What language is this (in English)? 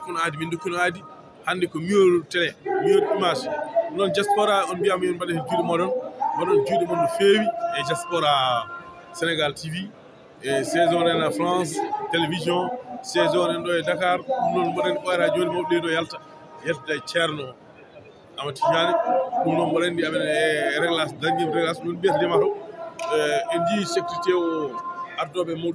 Fula